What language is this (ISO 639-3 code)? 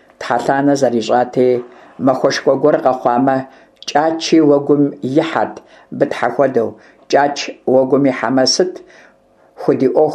kbd